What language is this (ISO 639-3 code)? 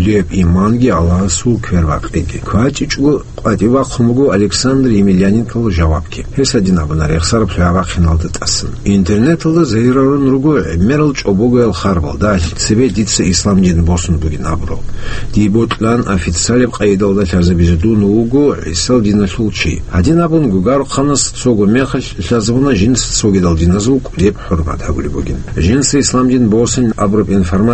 ava